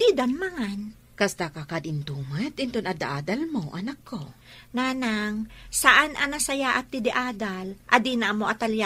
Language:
Iloko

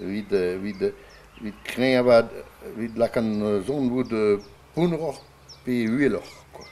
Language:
Breton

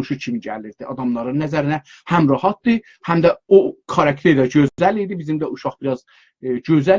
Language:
South Azerbaijani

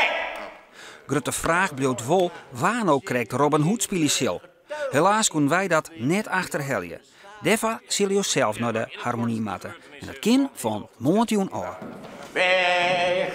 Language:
Western Frisian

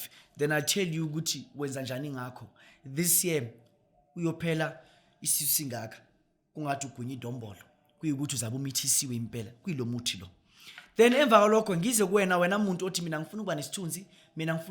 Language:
Zulu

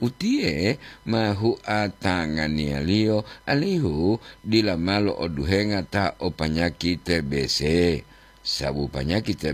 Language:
Gorontalo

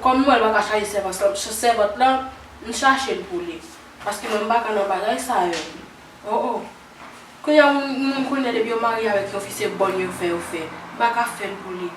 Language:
Haitian Creole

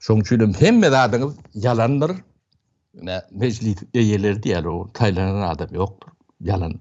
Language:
Turkmen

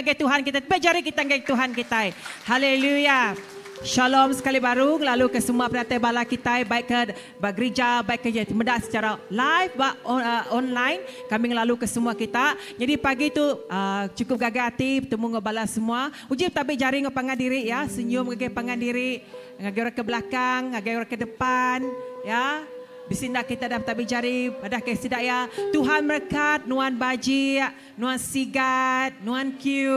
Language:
Iban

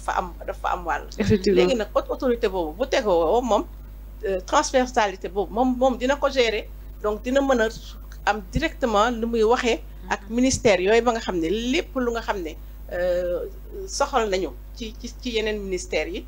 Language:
Wolof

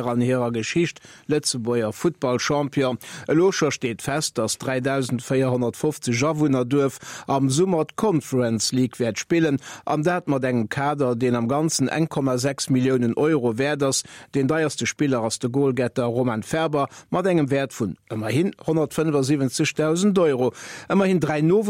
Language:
Luxembourgish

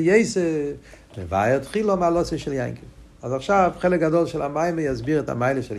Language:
Hebrew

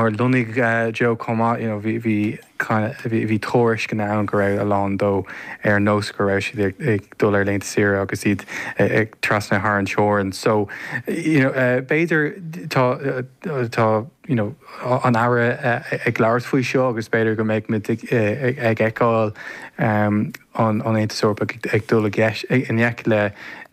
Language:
Irish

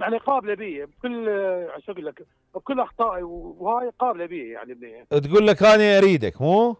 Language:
Mesopotamian Arabic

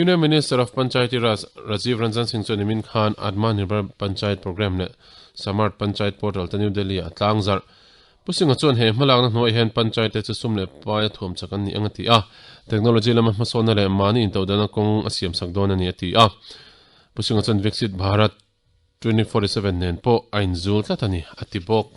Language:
Mizo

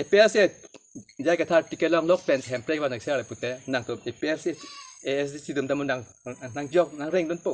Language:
Karbi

